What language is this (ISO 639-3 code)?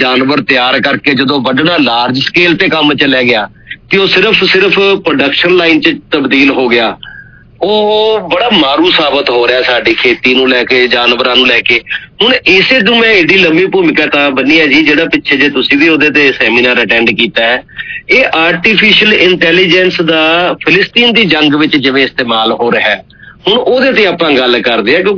pan